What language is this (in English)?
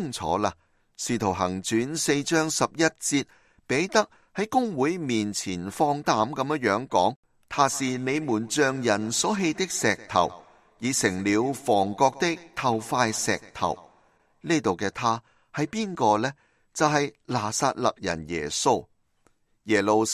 Cantonese